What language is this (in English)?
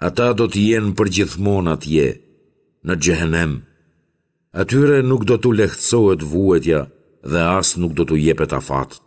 Albanian